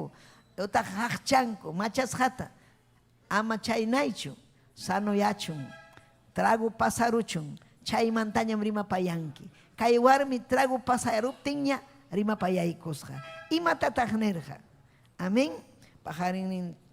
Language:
Ayacucho Quechua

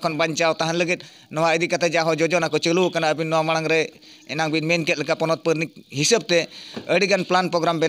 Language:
Santali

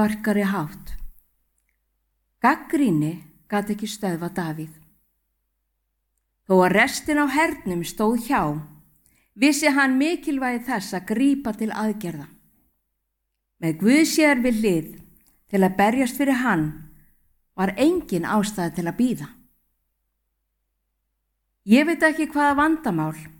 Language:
Icelandic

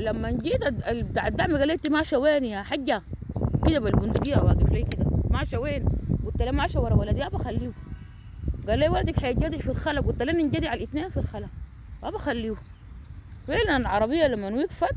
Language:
Sudanese Arabic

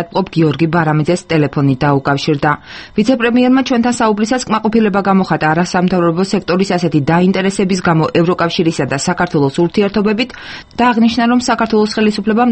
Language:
Georgian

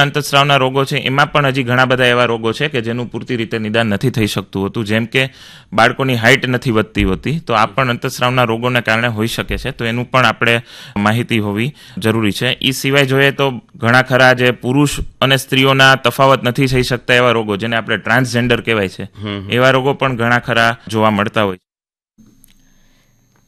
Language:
Gujarati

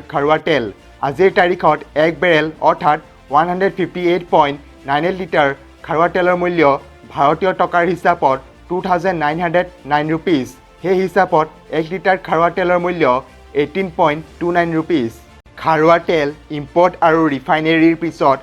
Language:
Assamese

